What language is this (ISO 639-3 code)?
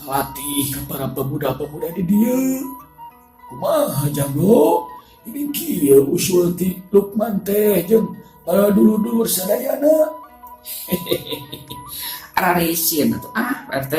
sun